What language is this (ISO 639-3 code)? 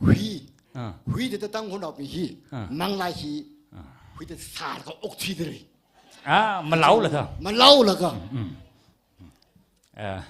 nmf